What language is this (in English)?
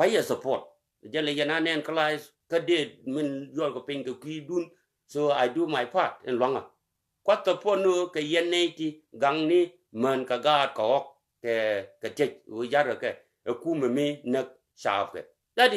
Nuer